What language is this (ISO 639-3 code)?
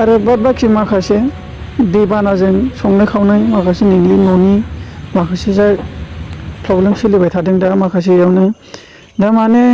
brx